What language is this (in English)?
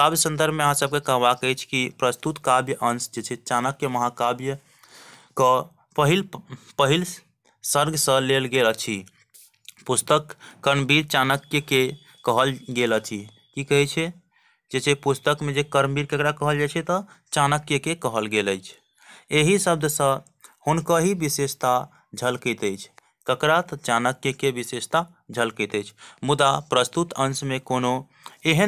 Maithili